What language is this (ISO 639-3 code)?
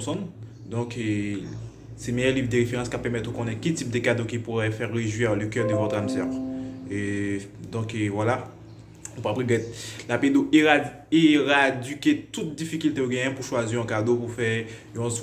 hat